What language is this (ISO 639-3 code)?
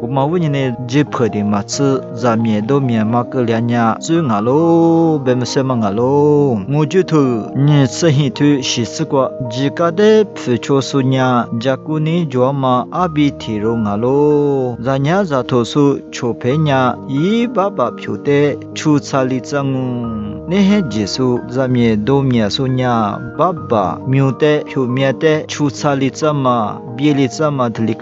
lis